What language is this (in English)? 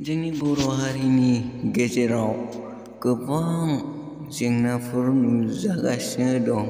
Bodo